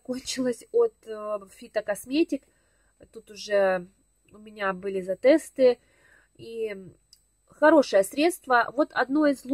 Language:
Russian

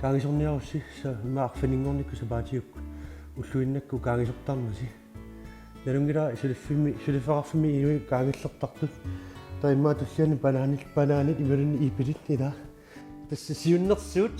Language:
Kalaallisut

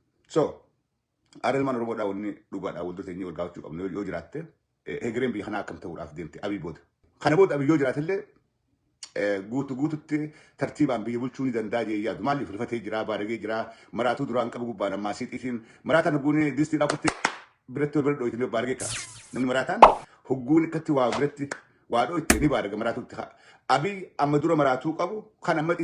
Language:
Oromo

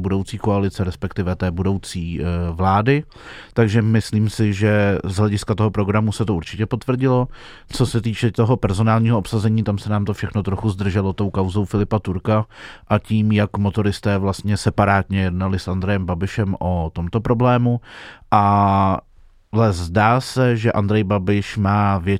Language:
Czech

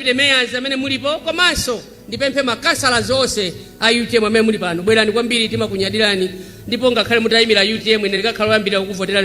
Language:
Nyanja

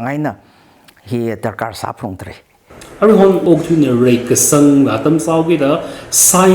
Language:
Tangkhul Naga (India)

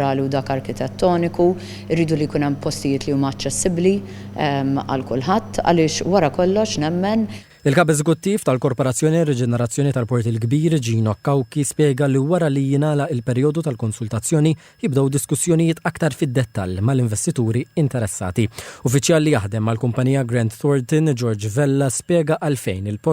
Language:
Maltese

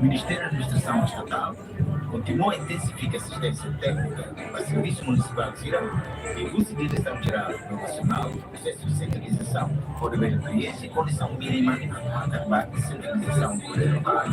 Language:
Tetum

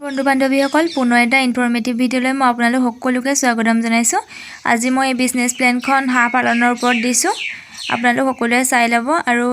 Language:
Assamese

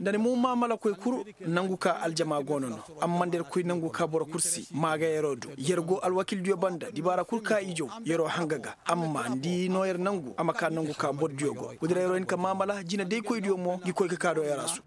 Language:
Koyraboro Senni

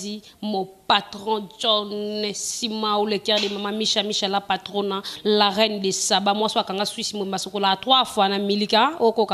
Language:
Lingala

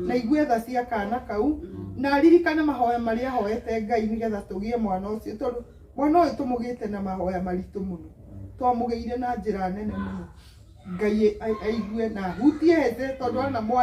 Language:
Kikuyu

